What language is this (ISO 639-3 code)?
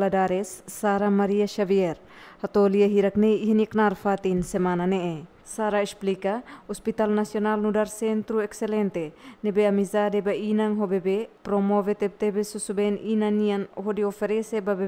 tet